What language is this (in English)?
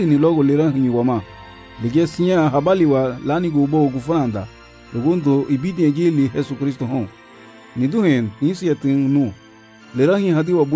Garifuna